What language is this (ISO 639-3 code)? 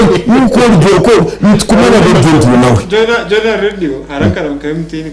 nyn